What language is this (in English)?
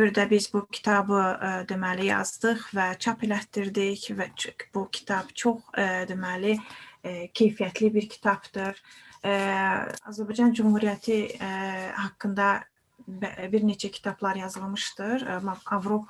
Azerbaijani